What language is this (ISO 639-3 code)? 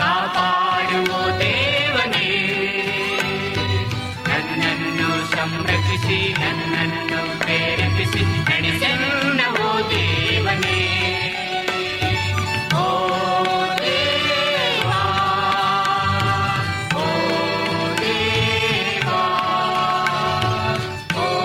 kan